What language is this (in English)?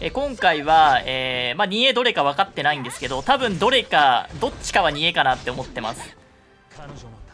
Japanese